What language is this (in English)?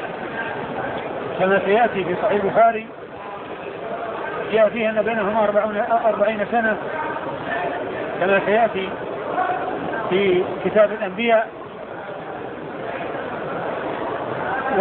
Arabic